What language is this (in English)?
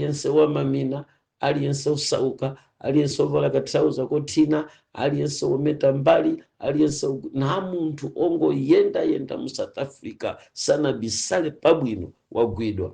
Nyanja